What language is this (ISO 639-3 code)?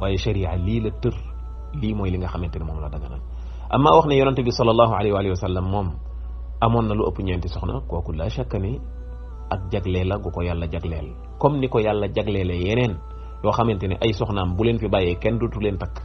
wol